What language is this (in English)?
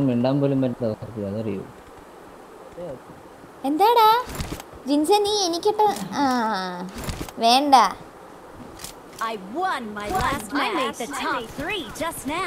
Malayalam